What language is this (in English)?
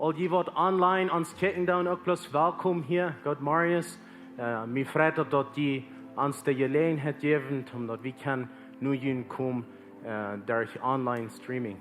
Plautdietsch